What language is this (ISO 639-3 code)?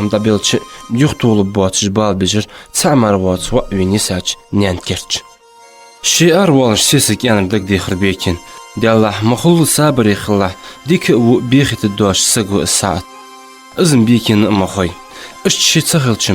inh